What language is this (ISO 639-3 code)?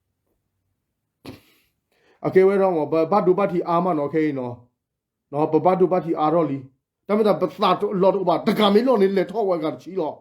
ksw